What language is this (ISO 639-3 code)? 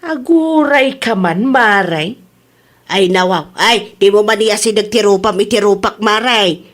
ilo